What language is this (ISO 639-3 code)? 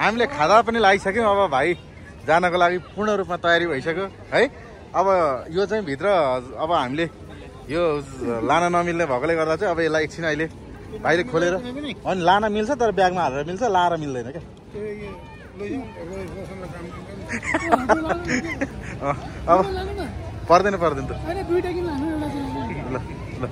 nep